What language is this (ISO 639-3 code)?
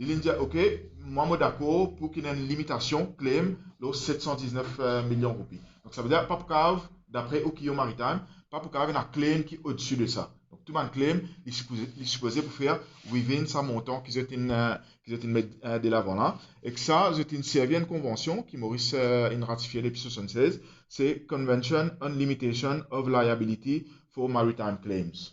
mfe